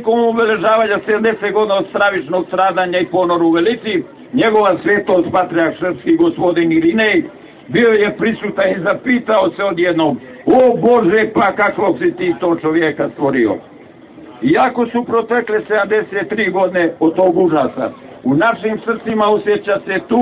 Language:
Serbian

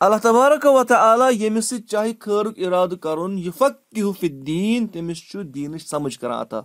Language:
Kashmiri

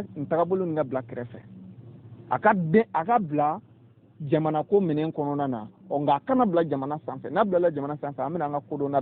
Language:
Bambara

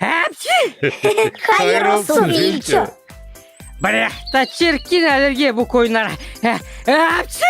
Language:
Gagauz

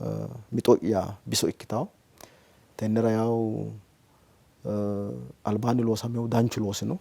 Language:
Sidamo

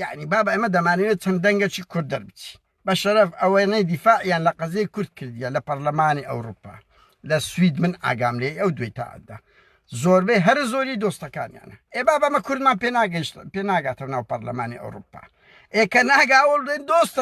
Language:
Central Kurdish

